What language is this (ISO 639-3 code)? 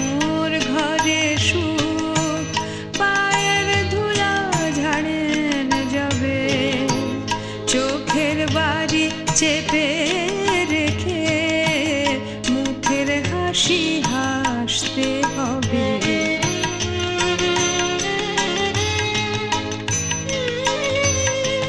ben